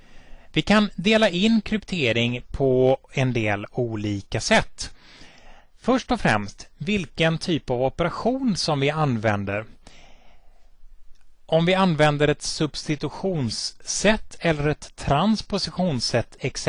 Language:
Swedish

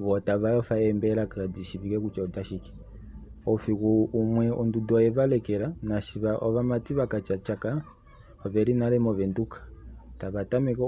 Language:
Kuanyama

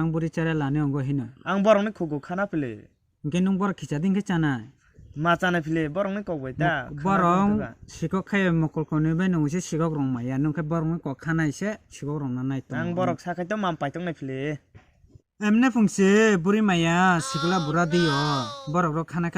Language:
Kok Borok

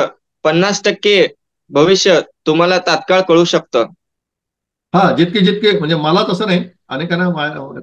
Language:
Marathi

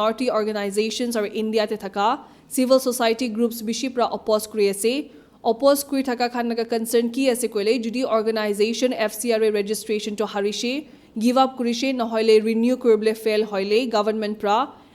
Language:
Naga Pidgin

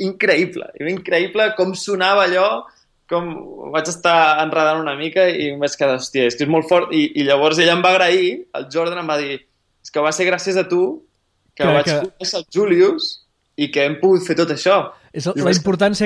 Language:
Catalan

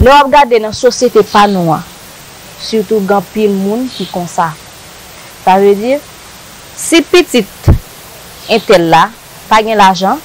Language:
Haitian Creole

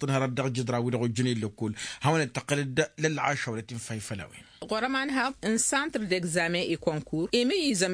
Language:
Tamasheq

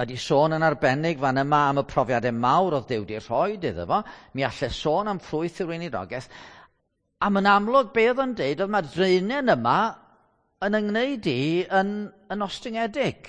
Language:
Welsh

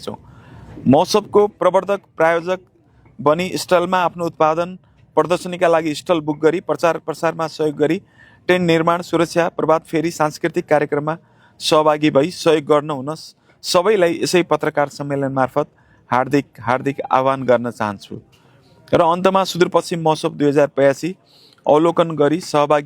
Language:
Nepali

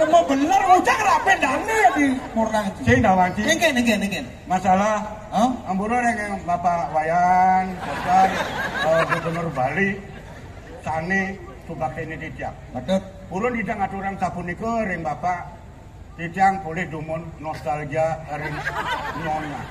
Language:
Balinese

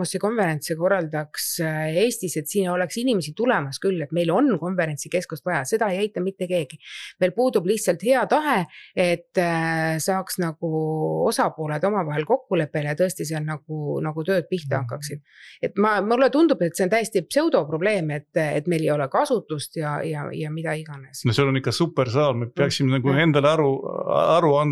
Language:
Estonian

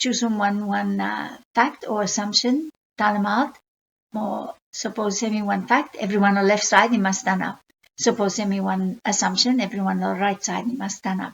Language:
Bislama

